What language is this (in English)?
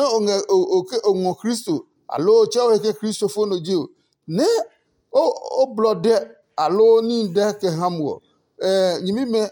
Adangme